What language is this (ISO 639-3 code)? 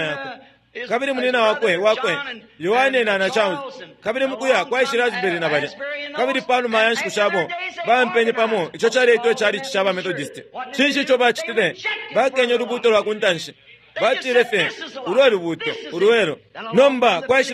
bem